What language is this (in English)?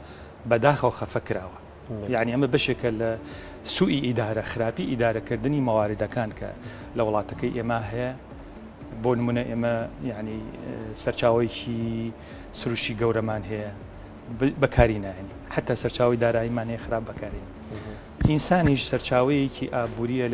Central Kurdish